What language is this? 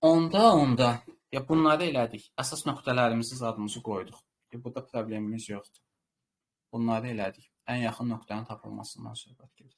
Azerbaijani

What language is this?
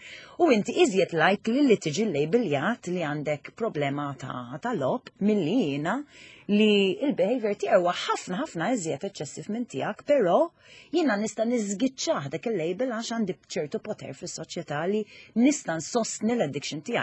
Maltese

